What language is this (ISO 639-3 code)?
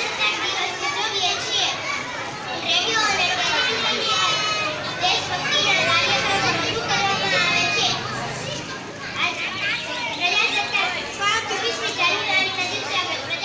guj